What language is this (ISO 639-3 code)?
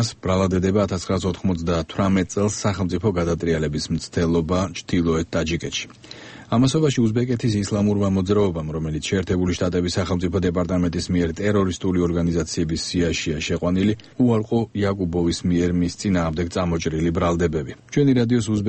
kat